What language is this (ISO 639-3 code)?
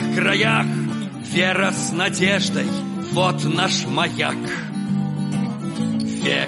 rus